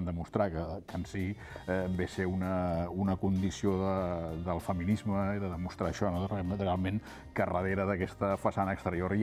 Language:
Catalan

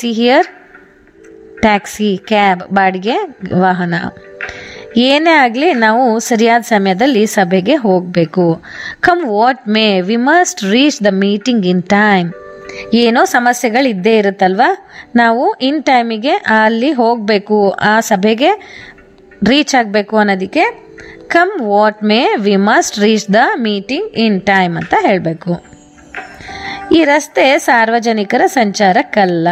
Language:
Kannada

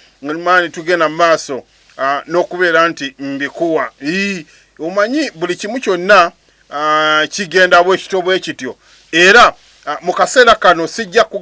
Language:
Ganda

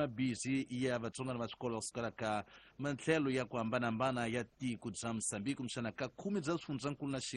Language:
Tsonga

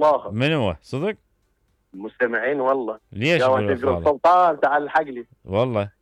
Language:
Mesopotamian Arabic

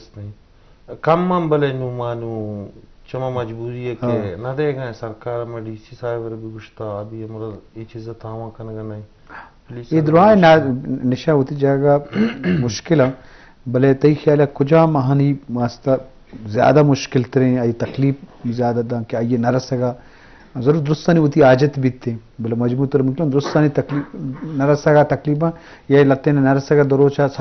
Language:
Eastern Balochi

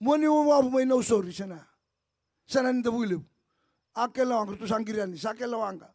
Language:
Fijian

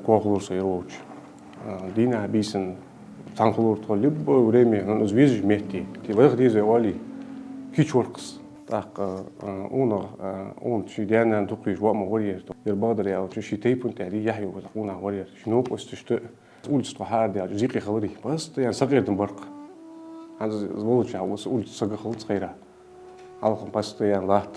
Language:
Ingush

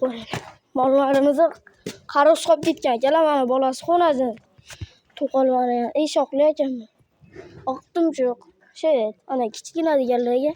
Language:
Uzbek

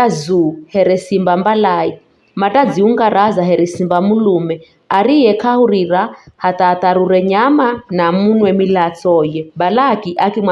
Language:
Giryama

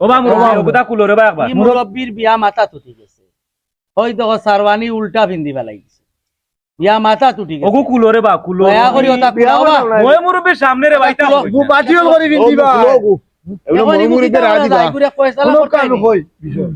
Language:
Sylheti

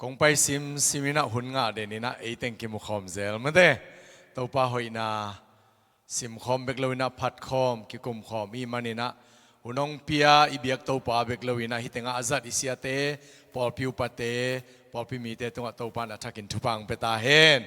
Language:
Tedim Chin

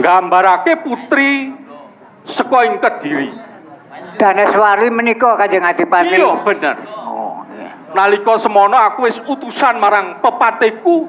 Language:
Javanese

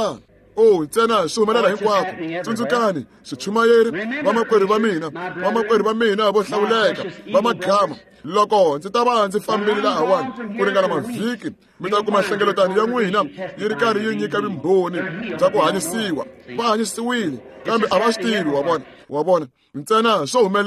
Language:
Tsonga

